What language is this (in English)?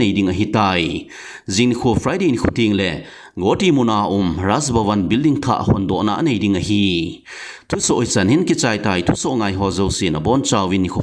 Thado Chin